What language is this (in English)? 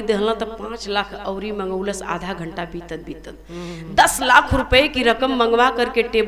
Bhojpuri